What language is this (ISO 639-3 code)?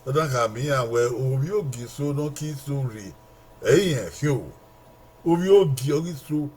bin